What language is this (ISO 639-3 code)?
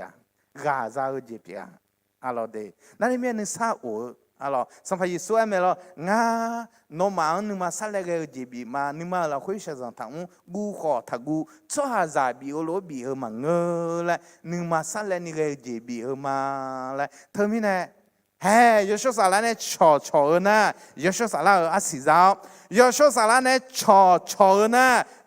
ahk